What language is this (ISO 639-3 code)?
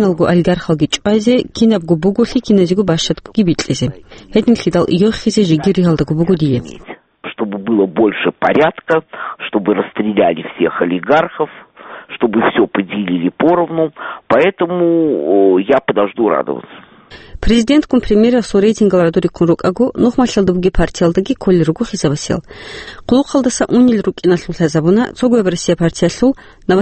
ava